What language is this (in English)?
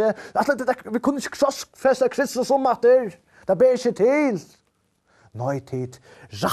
Faroese